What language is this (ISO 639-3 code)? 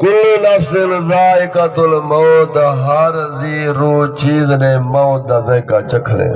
skr